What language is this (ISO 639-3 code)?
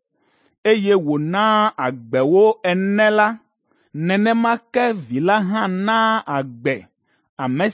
ewe